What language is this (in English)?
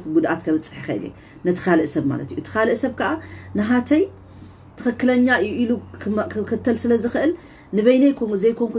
Tigrinya